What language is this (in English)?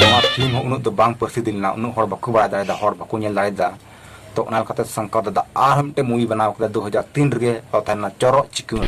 Santali